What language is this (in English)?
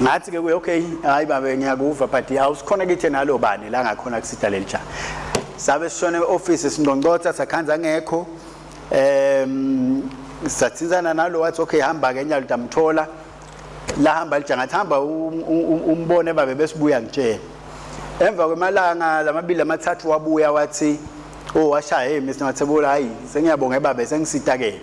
Swati